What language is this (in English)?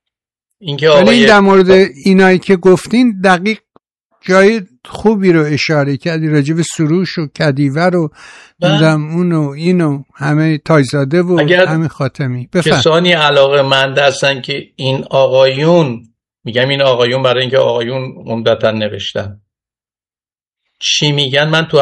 Persian